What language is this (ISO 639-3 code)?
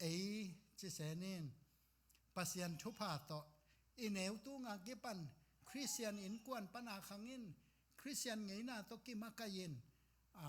ctd